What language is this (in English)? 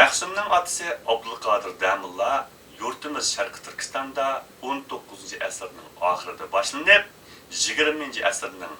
Uyghur